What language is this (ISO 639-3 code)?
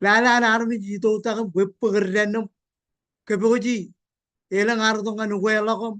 mah